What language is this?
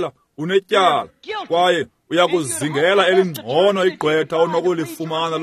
Xhosa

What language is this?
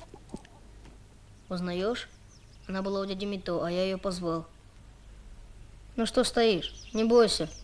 Russian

